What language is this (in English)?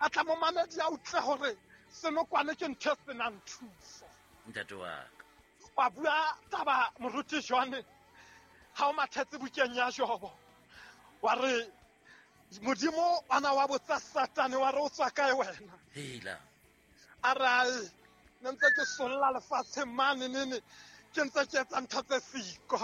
Southern Sotho